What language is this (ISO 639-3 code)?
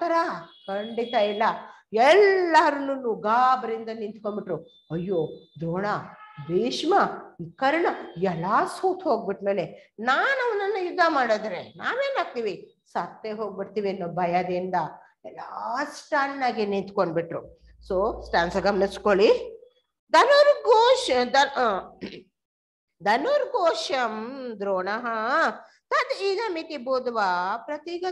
kan